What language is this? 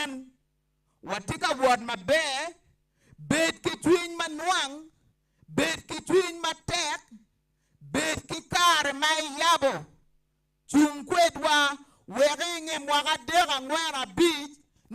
Acoli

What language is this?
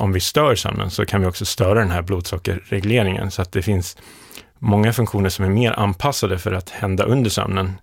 Swedish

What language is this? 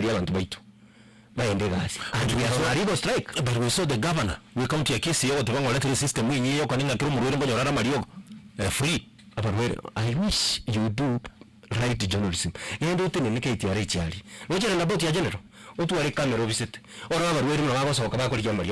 Gusii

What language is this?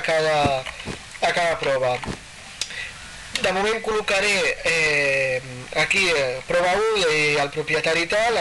Catalan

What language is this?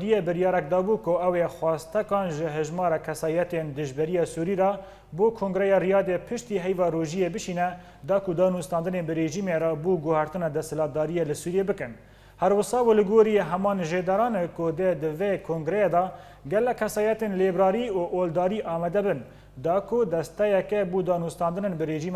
Kurdish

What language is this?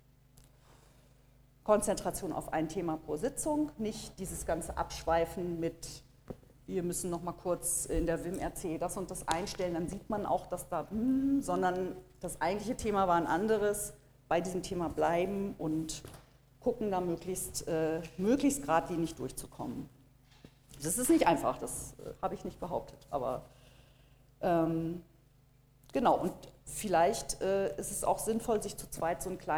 German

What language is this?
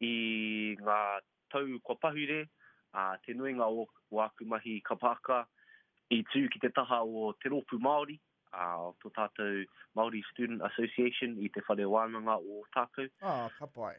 Māori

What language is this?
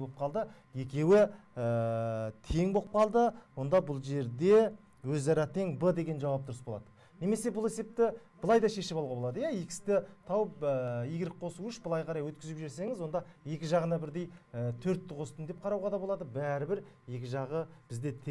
Kazakh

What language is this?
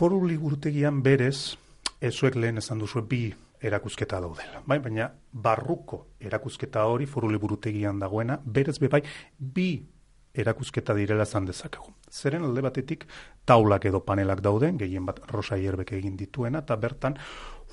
Basque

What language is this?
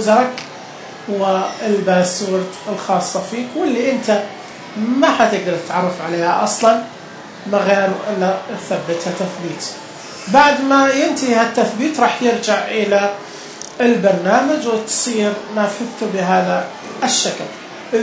Najdi Arabic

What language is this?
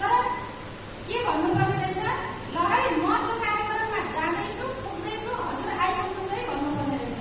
Nepali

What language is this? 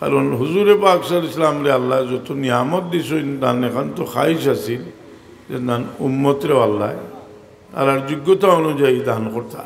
Sylheti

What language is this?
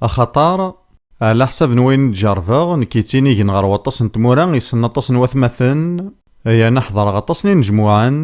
Kabyle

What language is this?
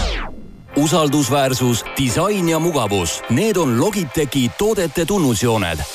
Estonian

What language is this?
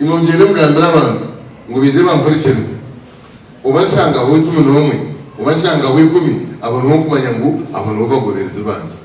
Nyankole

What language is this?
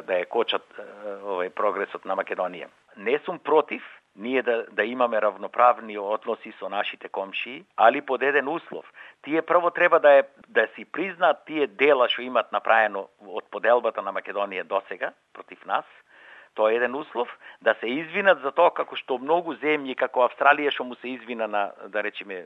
Macedonian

